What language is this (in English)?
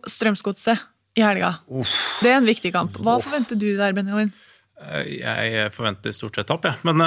Norwegian